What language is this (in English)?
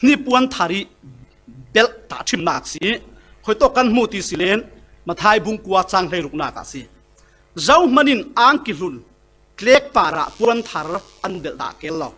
Falam Chin